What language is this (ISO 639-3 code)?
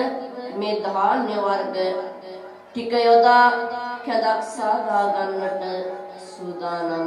sin